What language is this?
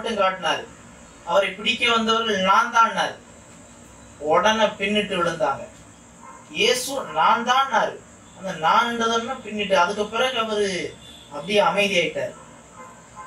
Tamil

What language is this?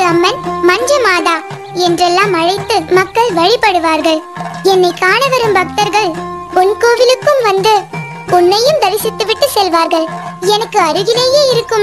Tamil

